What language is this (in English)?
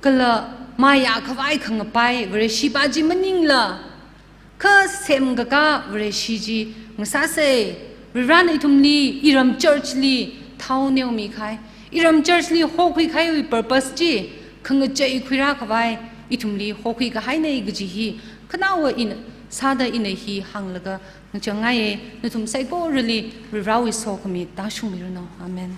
Tangkhul Naga (India)